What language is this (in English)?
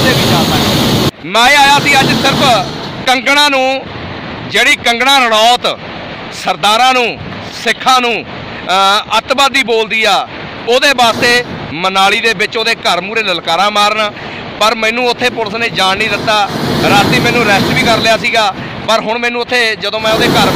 Punjabi